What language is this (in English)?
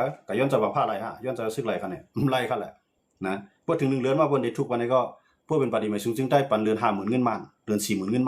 Shan